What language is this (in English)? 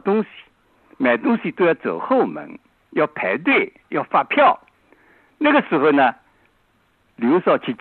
Chinese